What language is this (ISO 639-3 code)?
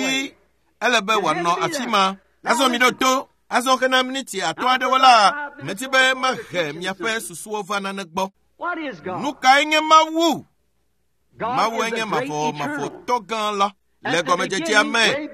ewe